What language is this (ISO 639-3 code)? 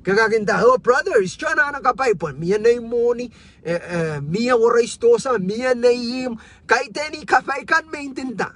pon